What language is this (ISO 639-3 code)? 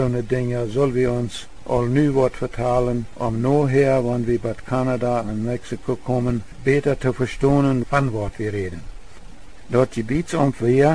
pdt